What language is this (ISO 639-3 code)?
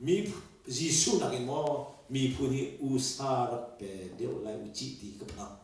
cnh